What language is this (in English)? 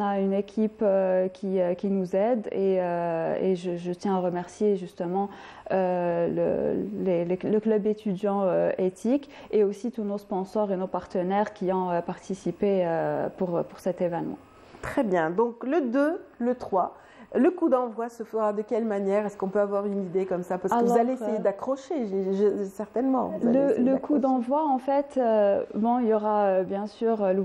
French